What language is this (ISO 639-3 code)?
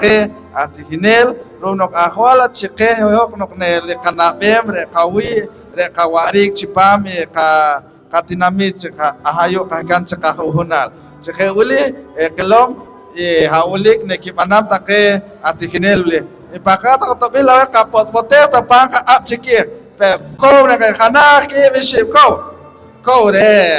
poh